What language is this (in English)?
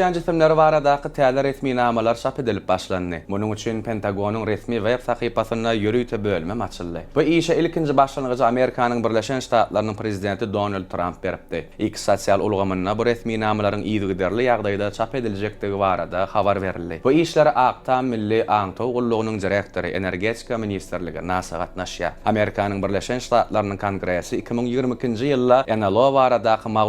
Turkmen